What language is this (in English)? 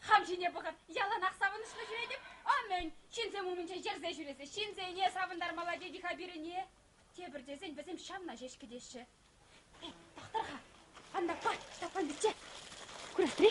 Chuvash